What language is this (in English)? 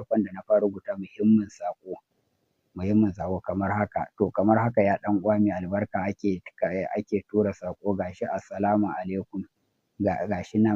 Hausa